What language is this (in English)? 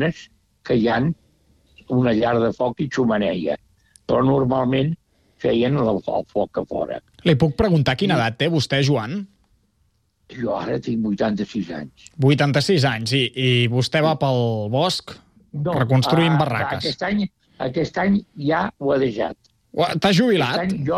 Catalan